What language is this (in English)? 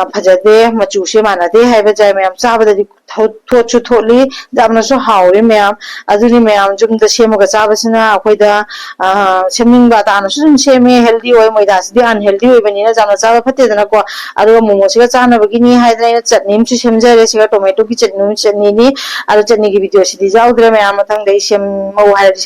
Manipuri